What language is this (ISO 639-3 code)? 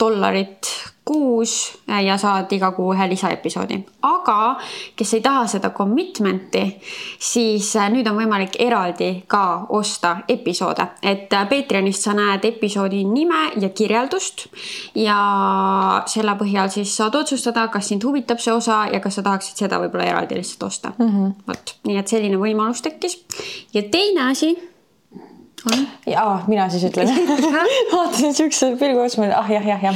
est